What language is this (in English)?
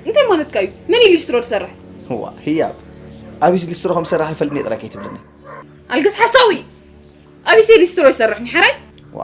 Tigrinya